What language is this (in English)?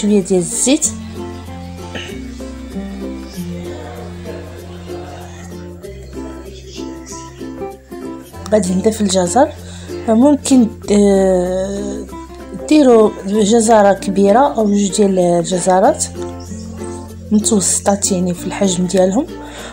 Moroccan Arabic